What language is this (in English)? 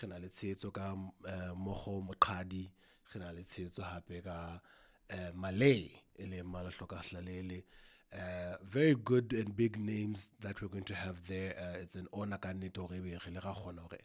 Southern Sotho